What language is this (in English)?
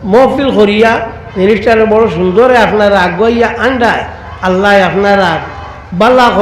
Sylheti